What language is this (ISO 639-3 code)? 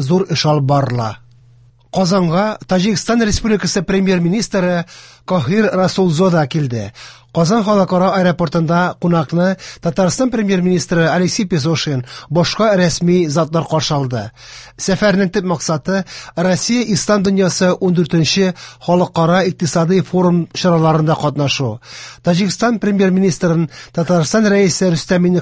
tat